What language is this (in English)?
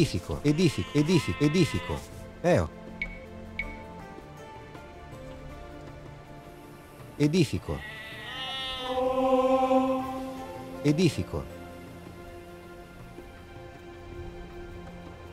Latin